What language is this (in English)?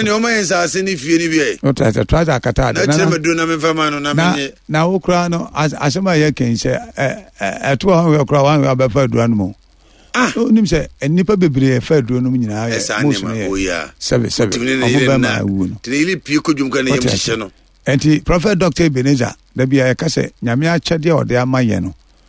Akan